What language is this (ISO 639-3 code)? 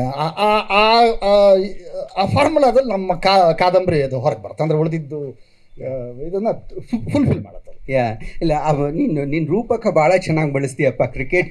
kan